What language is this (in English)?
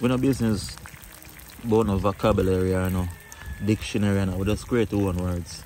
Jamaican Creole English